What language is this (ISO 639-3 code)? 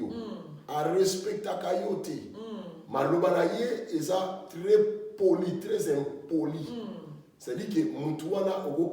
lin